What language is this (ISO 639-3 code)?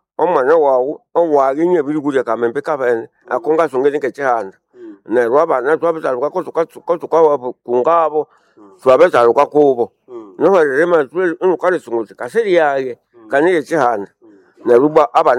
nnb